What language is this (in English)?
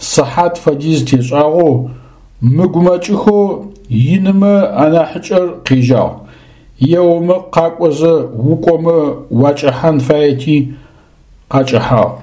Adyghe